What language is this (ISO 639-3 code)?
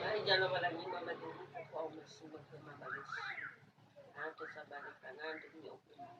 nia